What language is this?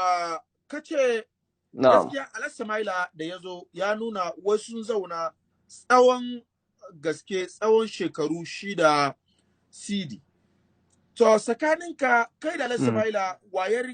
Hausa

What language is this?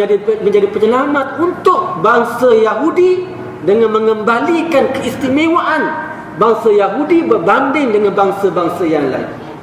Malay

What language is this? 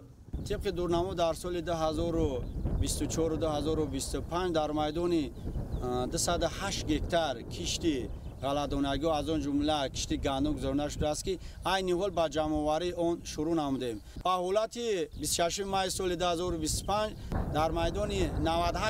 Tajik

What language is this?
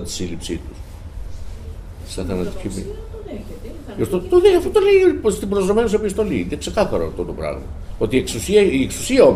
Greek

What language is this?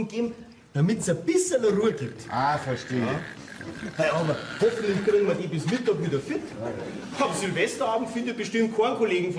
Bavarian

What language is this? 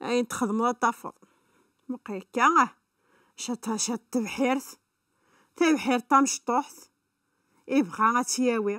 Kabyle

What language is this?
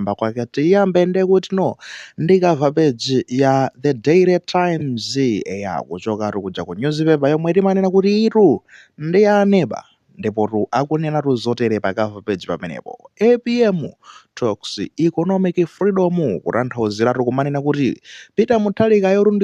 Nyanja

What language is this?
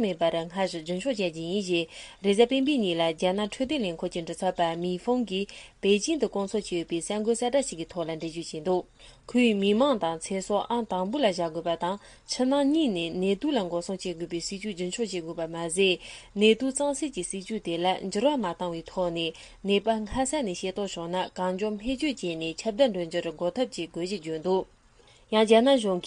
Tibetan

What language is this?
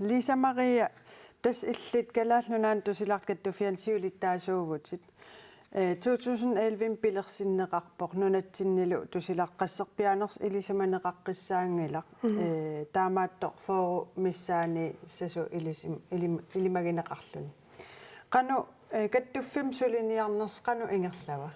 Kalaallisut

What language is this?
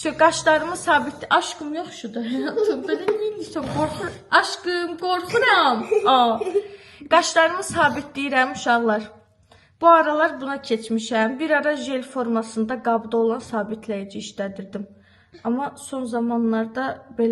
Azerbaijani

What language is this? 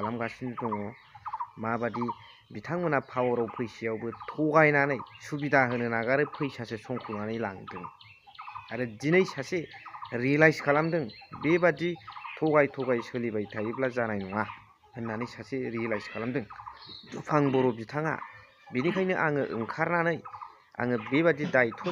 Bodo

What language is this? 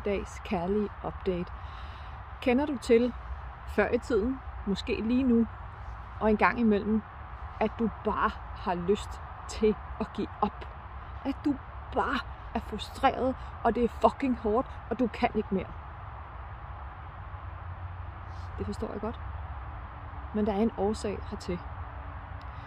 Danish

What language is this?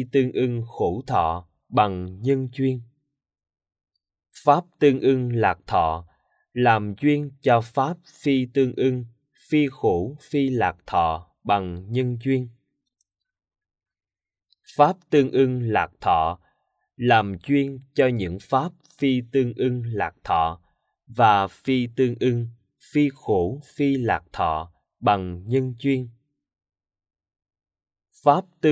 Vietnamese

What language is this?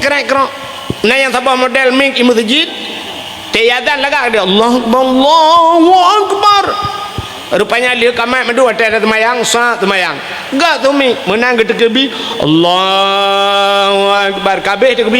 Achinese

